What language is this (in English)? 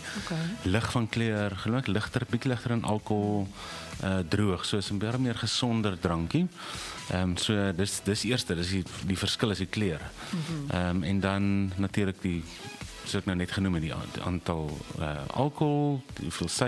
Afrikaans